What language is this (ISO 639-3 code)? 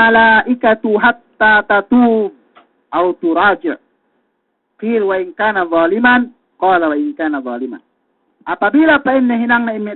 yka